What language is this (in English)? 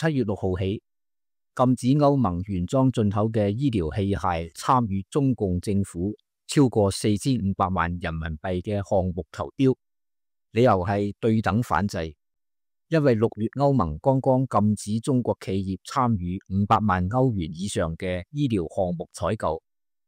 Cantonese